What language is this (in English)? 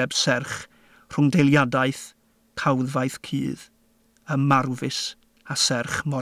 Welsh